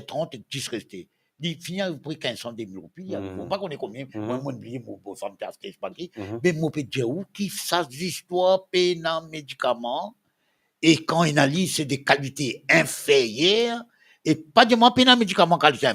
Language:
Morisyen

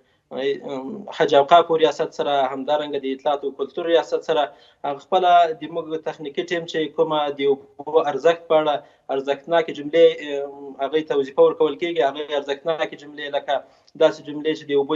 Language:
Pashto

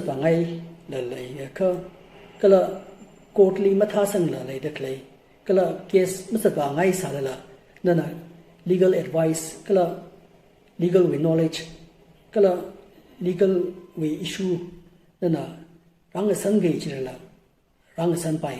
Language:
Tangkhul Naga (India)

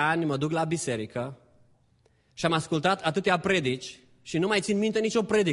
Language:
Romanian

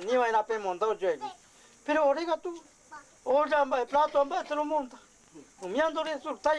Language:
Guarani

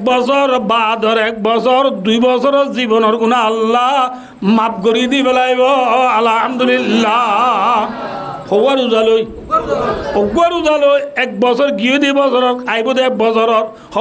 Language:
Rohingya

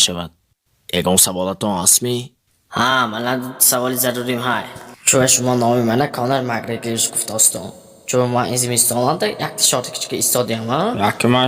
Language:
Tajik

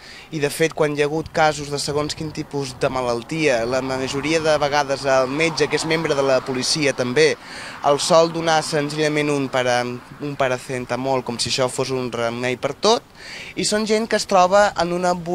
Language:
Catalan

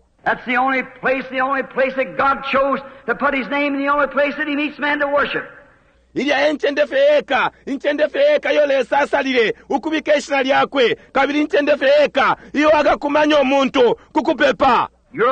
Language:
Bemba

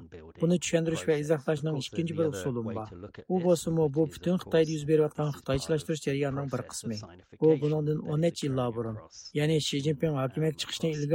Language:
Uyghur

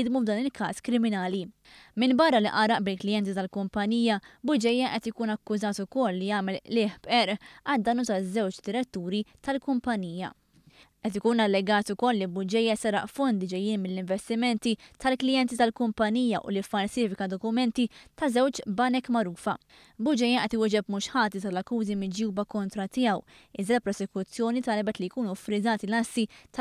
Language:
Maltese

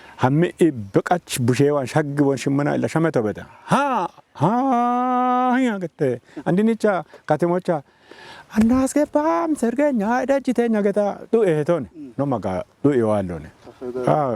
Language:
Kafa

